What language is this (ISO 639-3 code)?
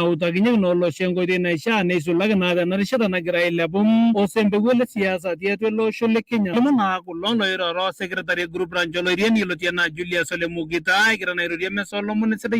mas